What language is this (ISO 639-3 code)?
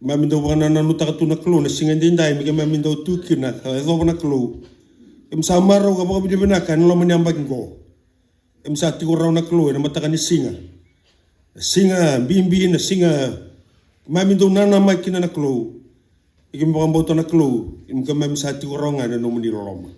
fij